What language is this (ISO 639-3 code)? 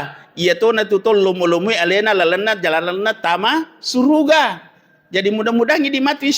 bug